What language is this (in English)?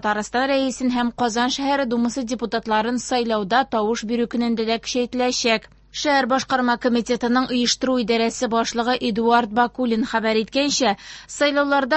Tatar